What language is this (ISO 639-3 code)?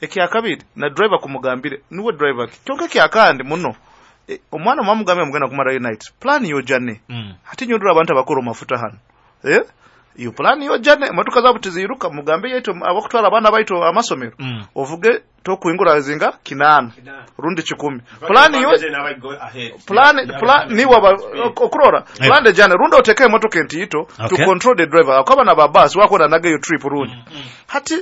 nyo